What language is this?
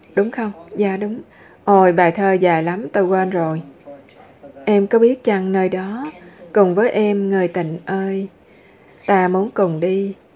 Vietnamese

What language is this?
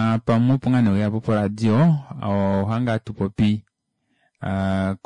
Kuanyama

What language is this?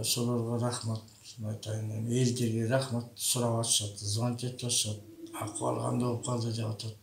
Kyrgyz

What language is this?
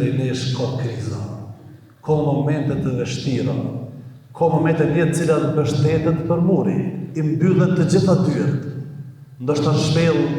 Albanian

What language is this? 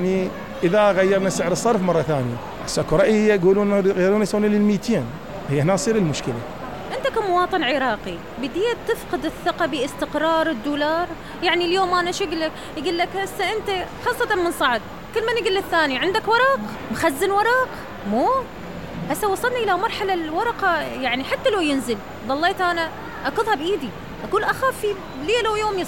Mesopotamian Arabic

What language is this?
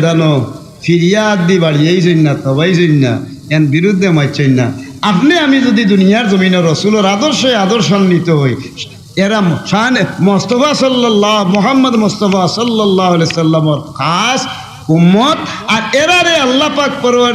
Sylheti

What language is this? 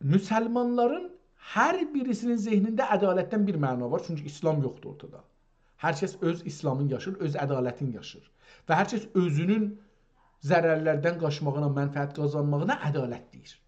South Azerbaijani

